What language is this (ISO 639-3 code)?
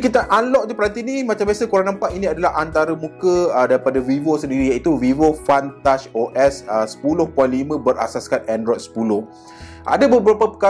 msa